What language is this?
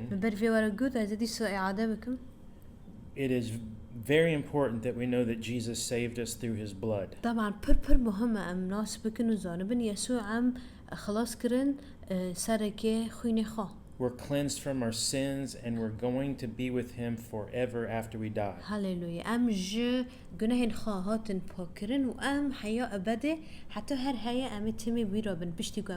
Kurdish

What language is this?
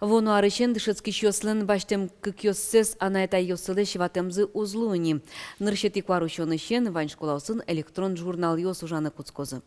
Udmurt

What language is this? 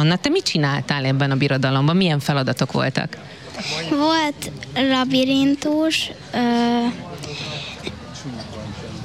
Hungarian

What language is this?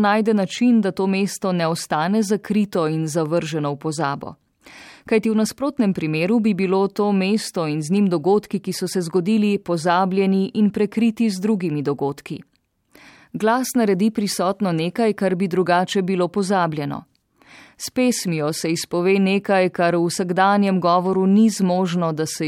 Slovenian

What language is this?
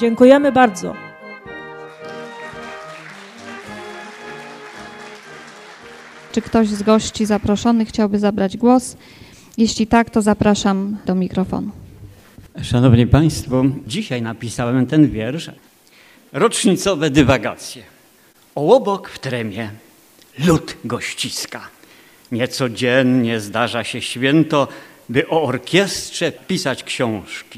Polish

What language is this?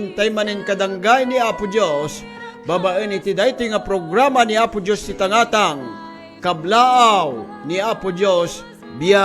Iloko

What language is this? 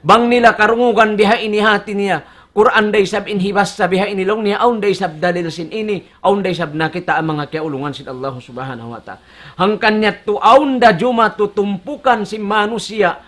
Tausug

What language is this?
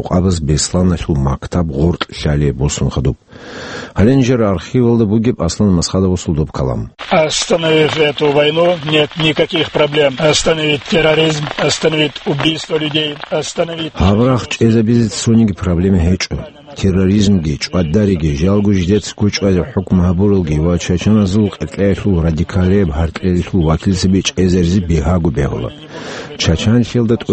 Avaric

